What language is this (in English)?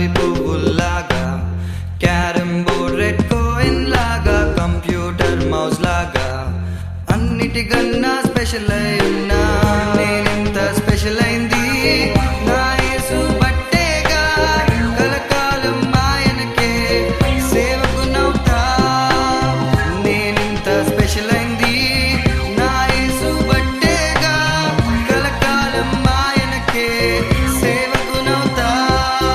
Telugu